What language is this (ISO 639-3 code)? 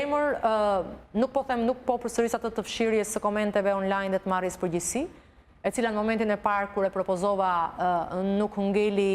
sqi